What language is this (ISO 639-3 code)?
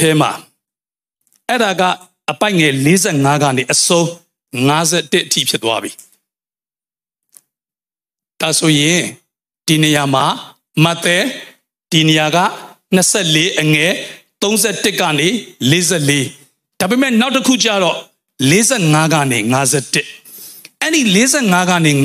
mya